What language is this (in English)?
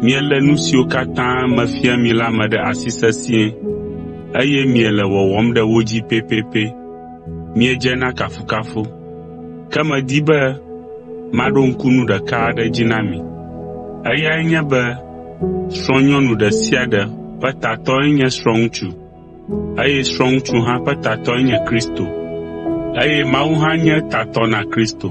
Ewe